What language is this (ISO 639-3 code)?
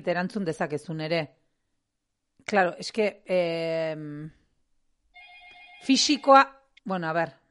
eus